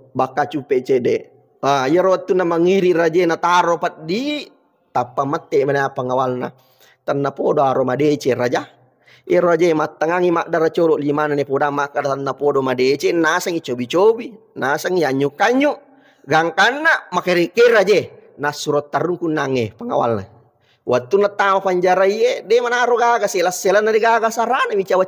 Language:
Buginese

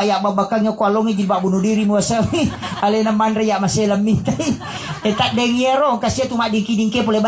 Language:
Buginese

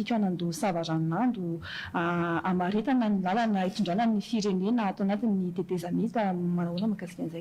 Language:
Malagasy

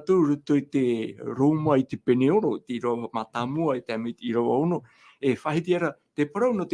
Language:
Tahitian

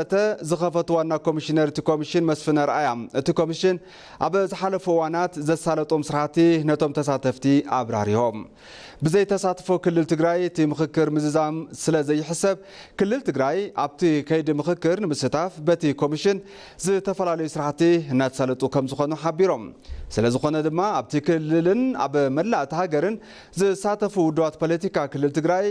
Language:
Tigrinya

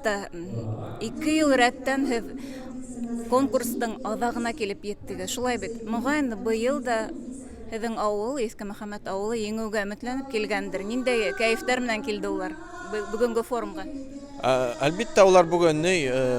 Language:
Bashkir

